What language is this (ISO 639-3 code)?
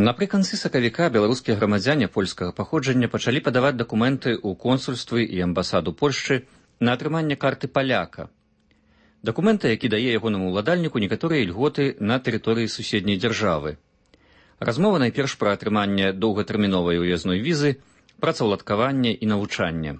bel